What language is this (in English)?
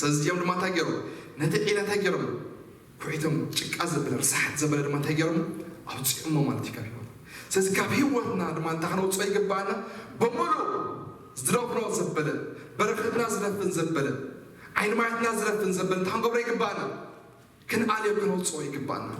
Tigrinya